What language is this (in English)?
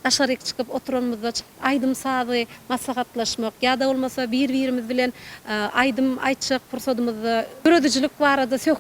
Turkmen